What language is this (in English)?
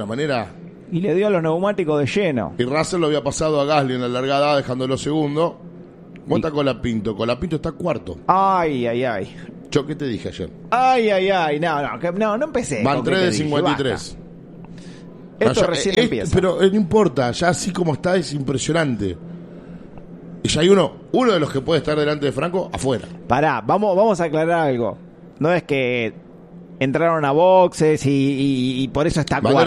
Spanish